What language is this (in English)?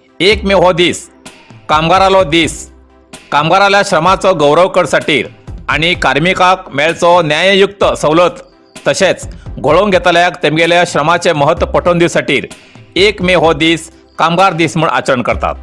Konkani